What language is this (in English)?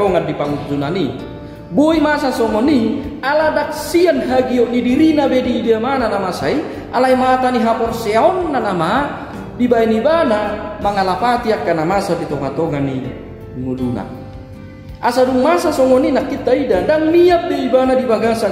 Batak Toba